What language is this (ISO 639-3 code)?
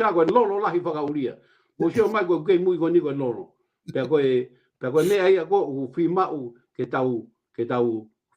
ton